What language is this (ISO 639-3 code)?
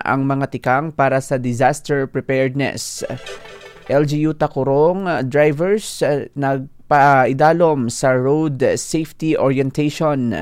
hil